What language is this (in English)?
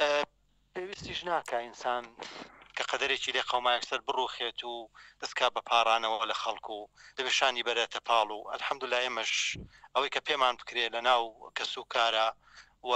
Central Kurdish